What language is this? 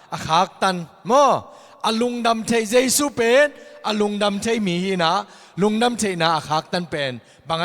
Tedim Chin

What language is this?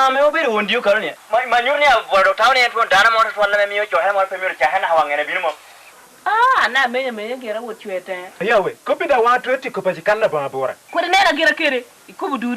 Lango (Uganda)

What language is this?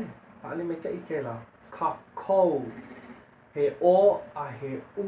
Hawaiian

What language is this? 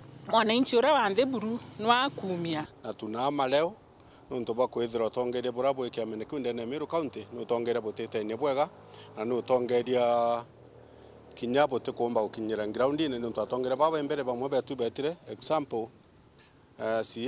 Meru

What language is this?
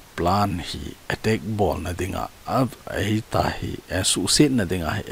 Thado Chin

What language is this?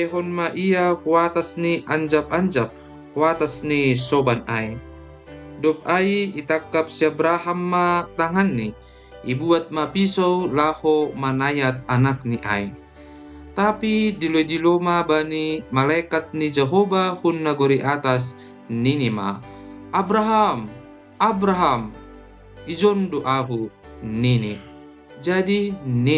Batak Simalungun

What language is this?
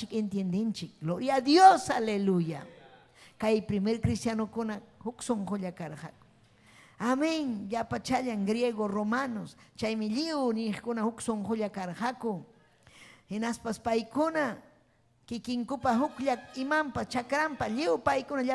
Ayacucho Quechua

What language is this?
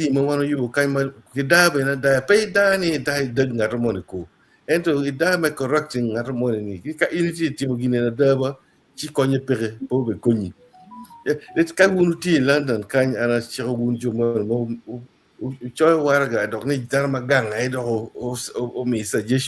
Acoli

